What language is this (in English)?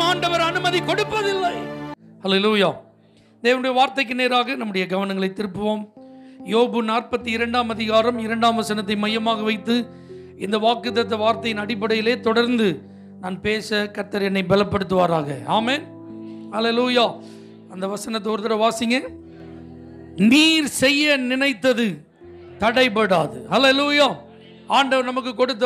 Tamil